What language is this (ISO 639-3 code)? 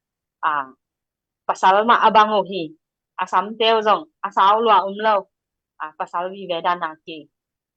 ctd